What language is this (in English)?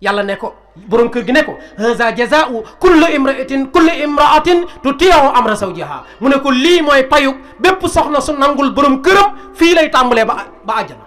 Wolof